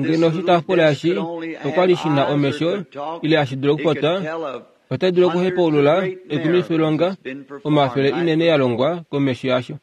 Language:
Kuanyama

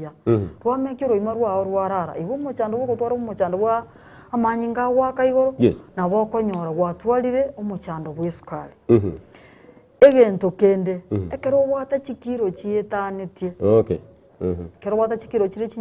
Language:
Gusii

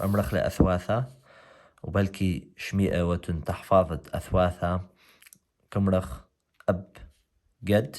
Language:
Assyrian Neo-Aramaic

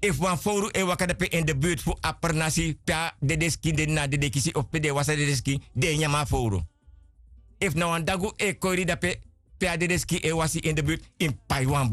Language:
Sranan Tongo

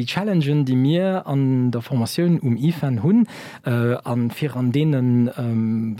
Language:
Luxembourgish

